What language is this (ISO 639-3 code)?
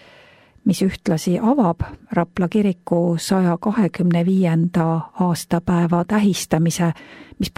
est